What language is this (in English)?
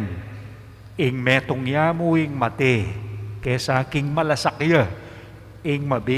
Pampanga